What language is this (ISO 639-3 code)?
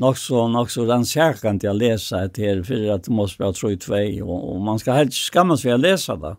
fao